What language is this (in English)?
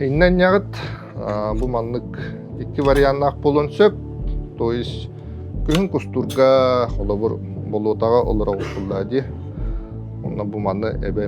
Yakut